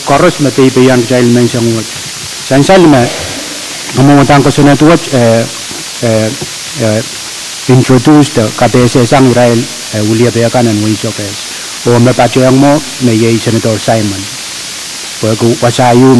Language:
Pohnpeian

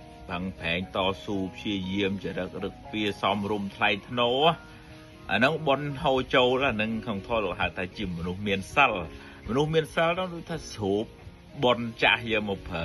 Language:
Khmer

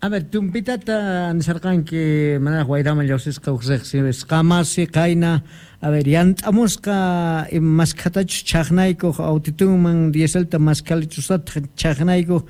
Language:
South Bolivian Quechua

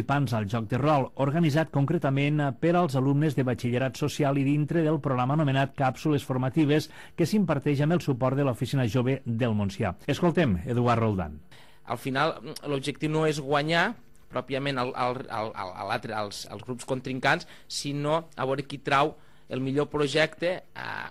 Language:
Catalan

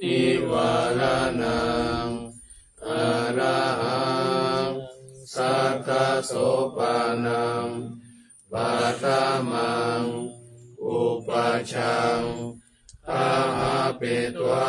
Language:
Pali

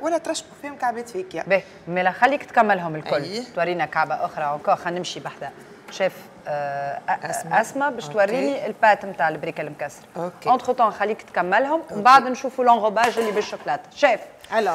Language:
Tunisian Arabic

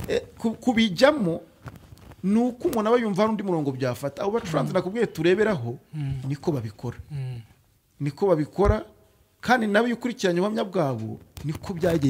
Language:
Kinyarwanda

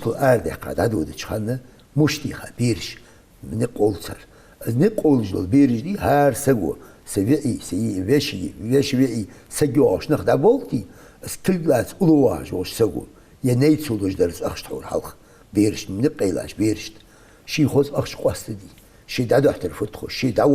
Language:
Ingush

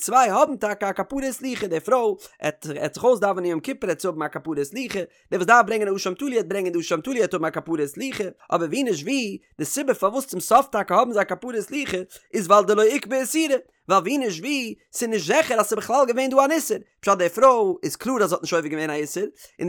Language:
Yiddish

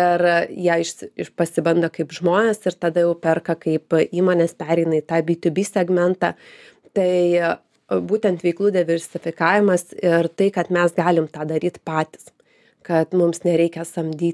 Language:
Lithuanian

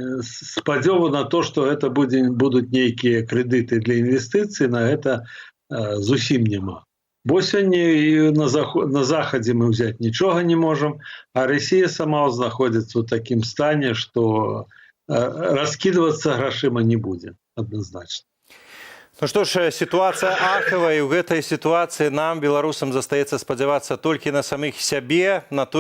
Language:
Belarusian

